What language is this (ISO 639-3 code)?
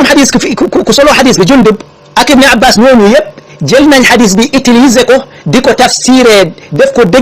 wol